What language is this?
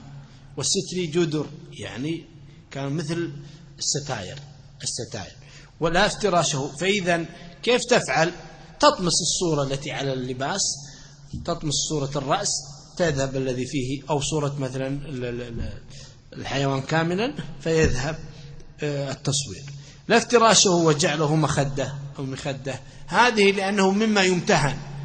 Arabic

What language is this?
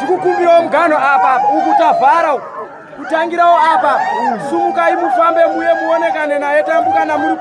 Shona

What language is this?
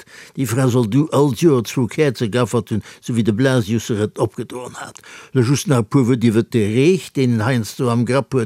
Luxembourgish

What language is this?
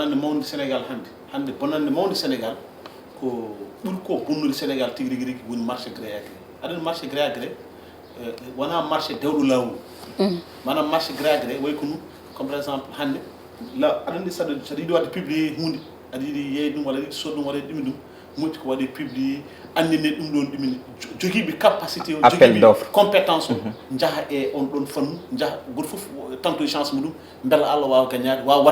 Fula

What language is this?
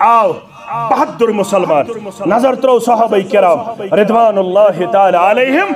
Kashmiri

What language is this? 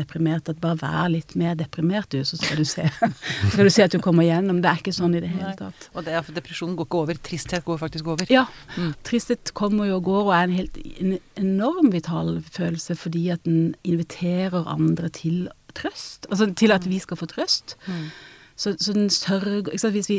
Norwegian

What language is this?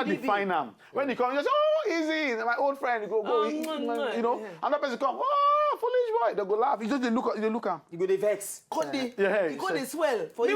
Nigerian Pidgin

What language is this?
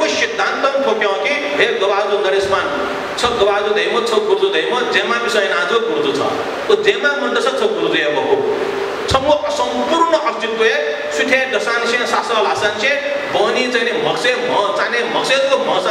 Newari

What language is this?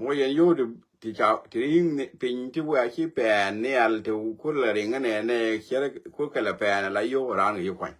Nuer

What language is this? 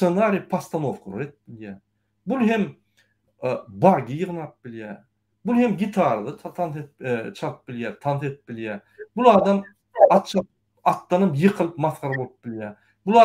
Turkmen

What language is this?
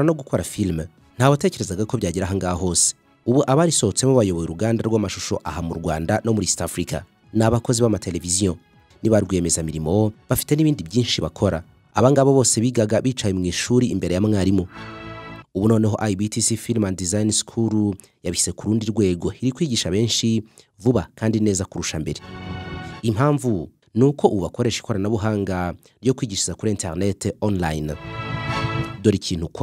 Kinyarwanda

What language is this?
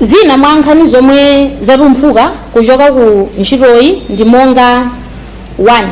Nyanja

